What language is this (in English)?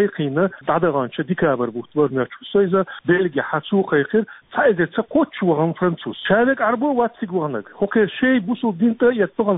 Chechen